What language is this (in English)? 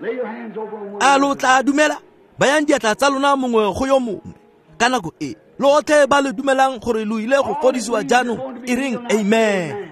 Tswana